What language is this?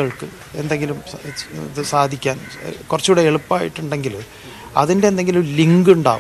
Malayalam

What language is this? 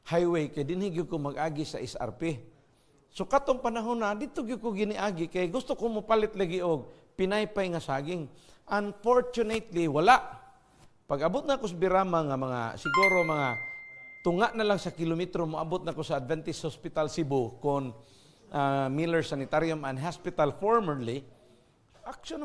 Cebuano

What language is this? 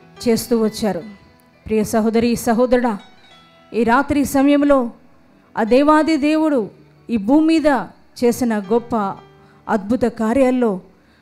Telugu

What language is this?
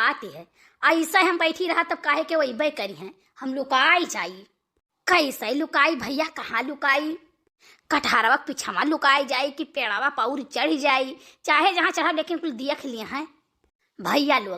Awadhi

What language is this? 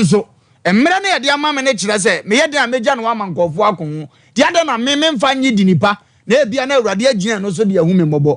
Akan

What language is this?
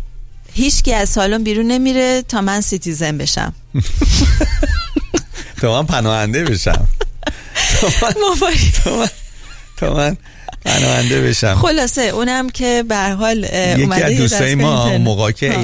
Persian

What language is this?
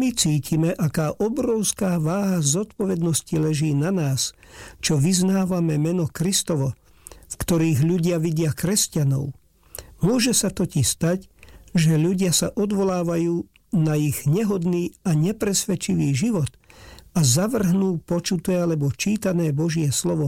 Slovak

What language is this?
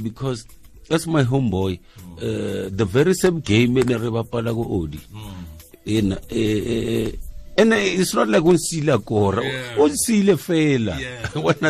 Tswana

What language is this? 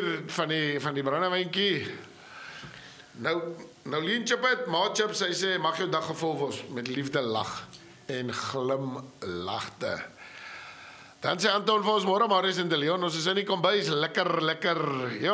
Afrikaans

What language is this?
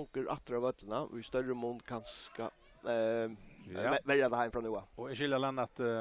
Faroese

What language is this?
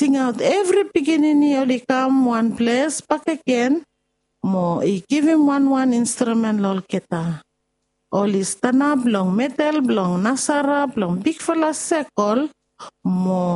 Bislama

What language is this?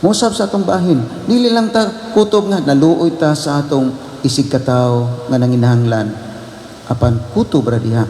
Cebuano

